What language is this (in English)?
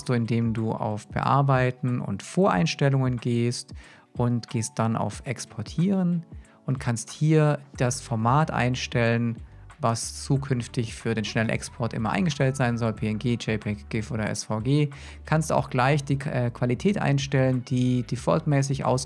German